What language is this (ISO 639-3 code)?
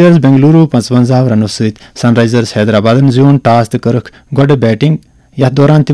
kas